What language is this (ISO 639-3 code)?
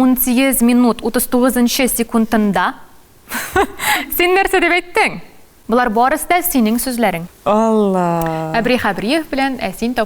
tat